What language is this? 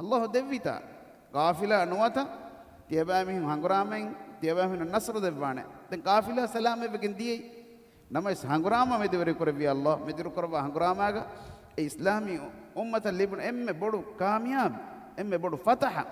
Divehi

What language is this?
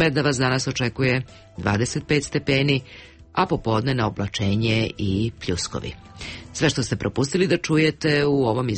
Serbian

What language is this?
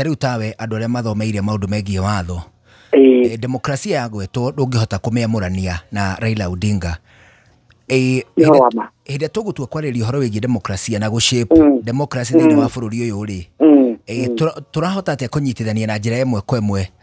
Kikuyu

